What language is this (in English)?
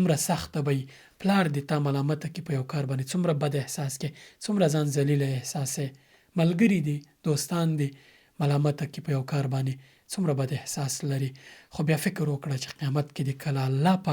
Pashto